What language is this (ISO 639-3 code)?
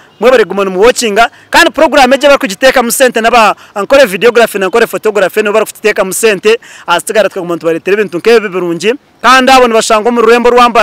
nyn